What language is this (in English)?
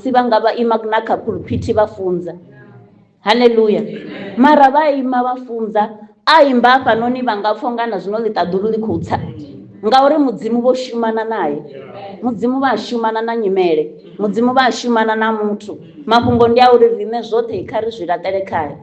Venda